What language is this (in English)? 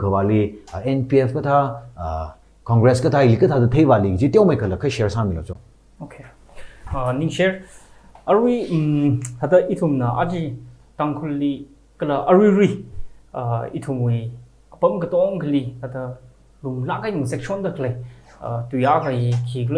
Tangkhul Naga (India)